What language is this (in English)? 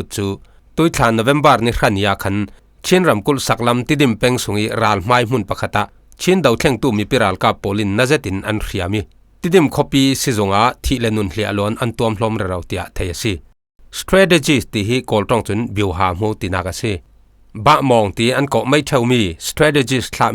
Falam Chin